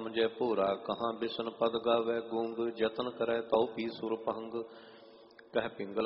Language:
Punjabi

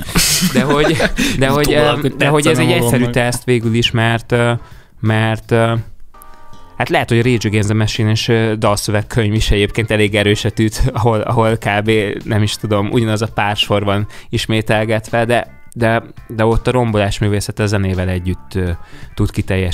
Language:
Hungarian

